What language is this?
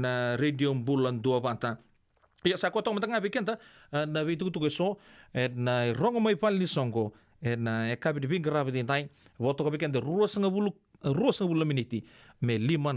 Fijian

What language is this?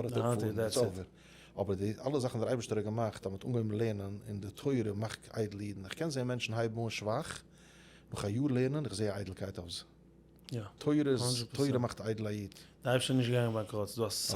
Yiddish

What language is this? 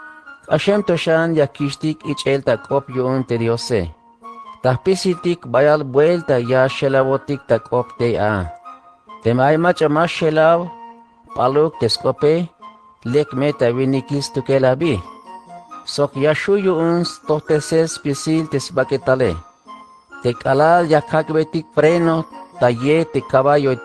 Tzeltal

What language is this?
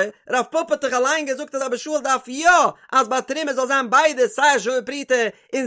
Yiddish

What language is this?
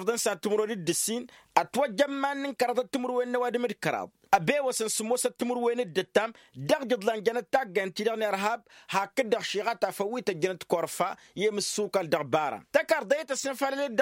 Tamasheq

